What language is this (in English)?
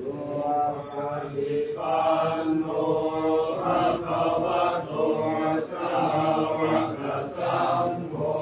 Pali